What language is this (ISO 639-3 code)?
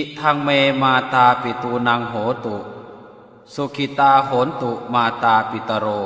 pli